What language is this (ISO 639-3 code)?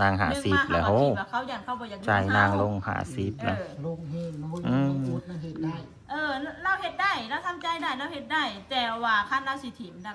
tts